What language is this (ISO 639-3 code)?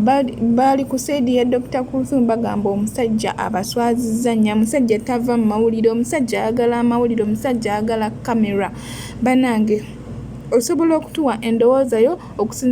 lug